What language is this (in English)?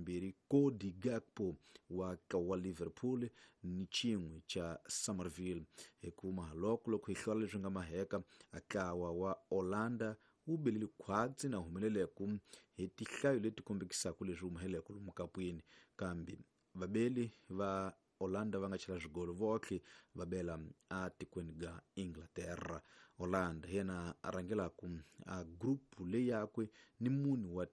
Tsonga